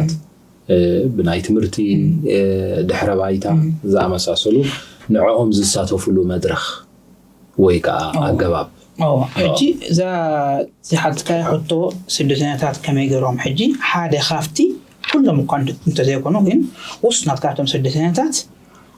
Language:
Tigrinya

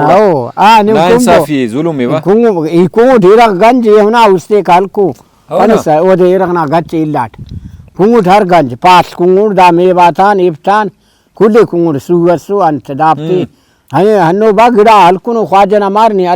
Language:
Brahui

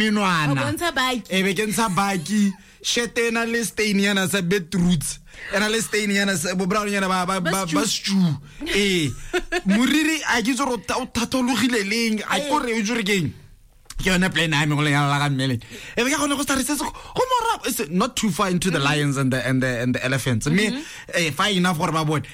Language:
Tswana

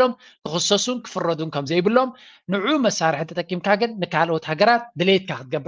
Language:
Tigrinya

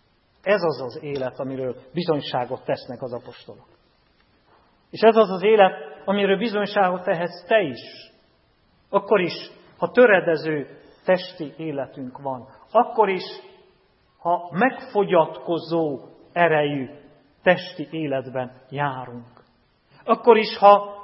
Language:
Hungarian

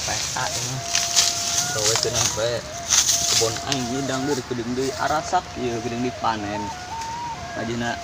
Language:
Sundanese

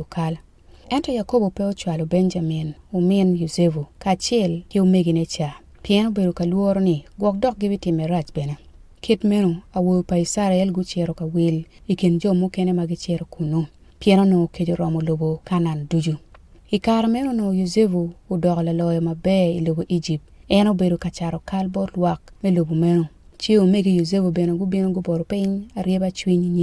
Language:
Acoli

